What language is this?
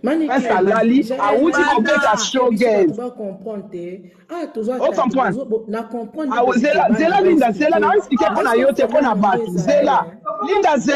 Lingala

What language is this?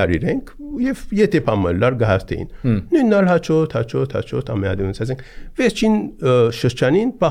Armenian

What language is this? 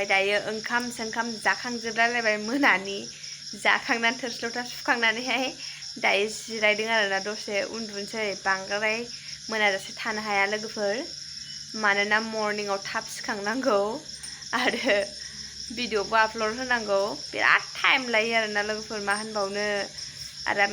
Bodo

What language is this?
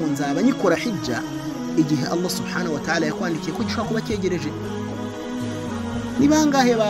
Kinyarwanda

